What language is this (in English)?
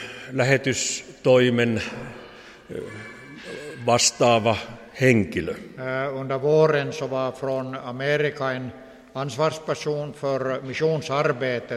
Finnish